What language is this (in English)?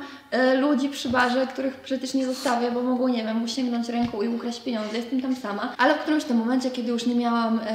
Polish